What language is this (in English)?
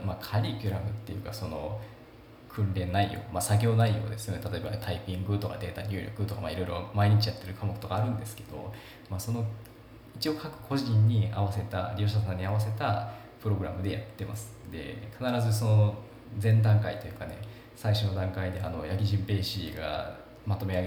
Japanese